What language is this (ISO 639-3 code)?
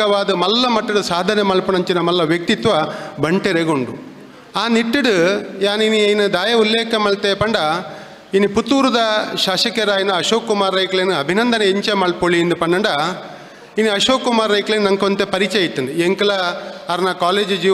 tcy